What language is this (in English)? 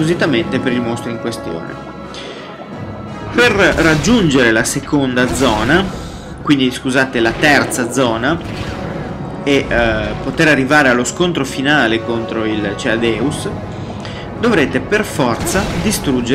Italian